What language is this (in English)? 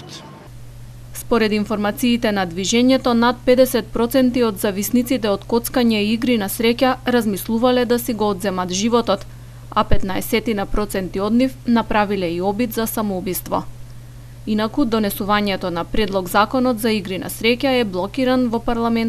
Macedonian